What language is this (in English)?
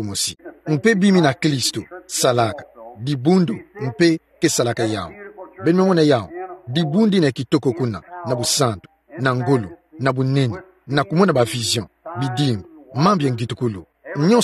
Kituba (Democratic Republic of Congo)